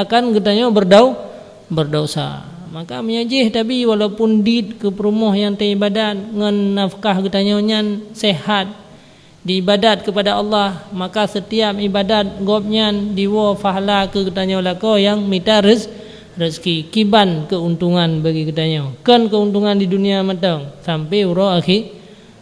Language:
Achinese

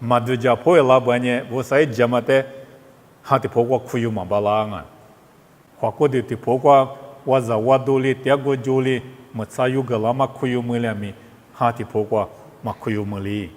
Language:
Lisu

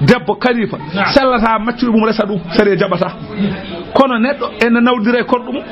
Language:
Fula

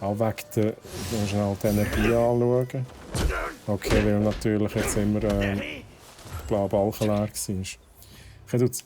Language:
Swiss German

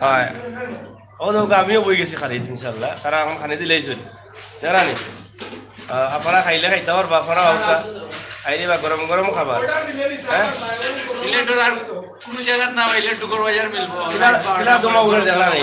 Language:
Sylheti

